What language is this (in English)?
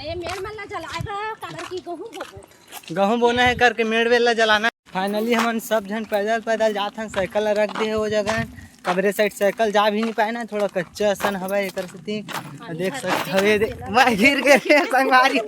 Chhattisgarhi